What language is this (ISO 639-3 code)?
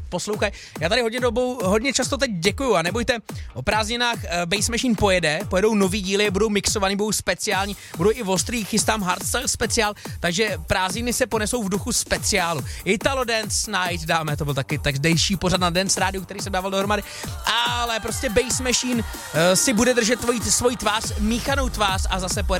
ces